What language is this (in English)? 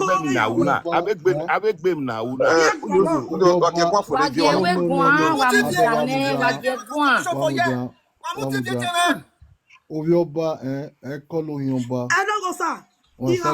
Nigerian Pidgin